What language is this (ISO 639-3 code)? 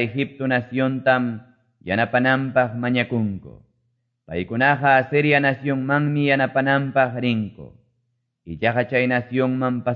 que